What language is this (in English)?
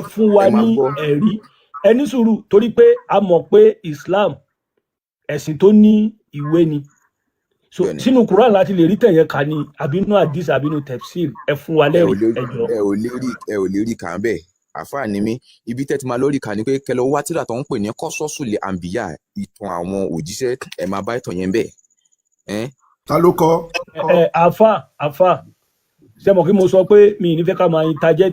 Yoruba